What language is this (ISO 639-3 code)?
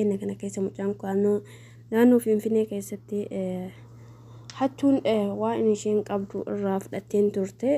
orm